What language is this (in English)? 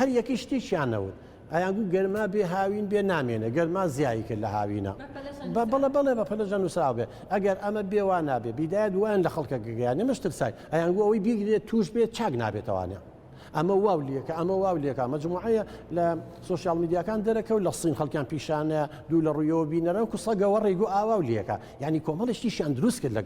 Central Kurdish